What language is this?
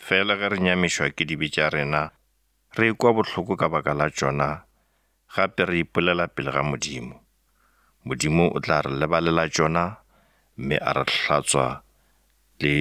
Northern Sotho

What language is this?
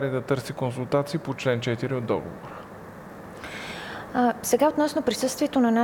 Bulgarian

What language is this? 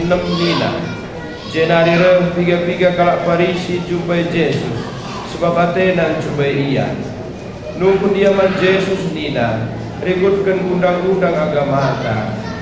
Batak Karo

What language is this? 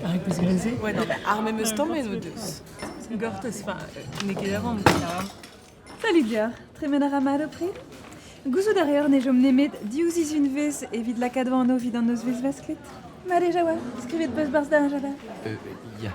Breton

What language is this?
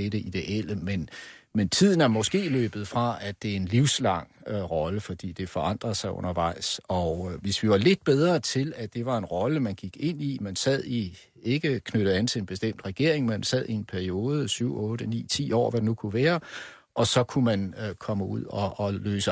Danish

